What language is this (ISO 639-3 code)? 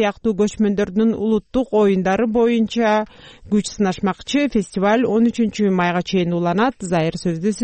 kir